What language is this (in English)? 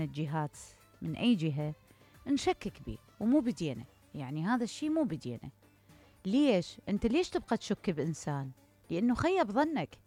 Mesopotamian Arabic